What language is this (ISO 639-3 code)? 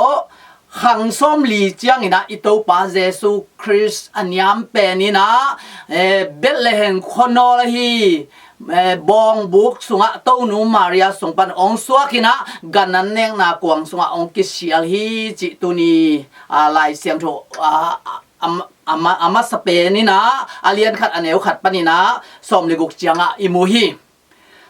ctd